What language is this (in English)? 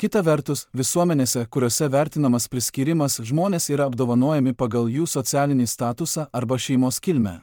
Lithuanian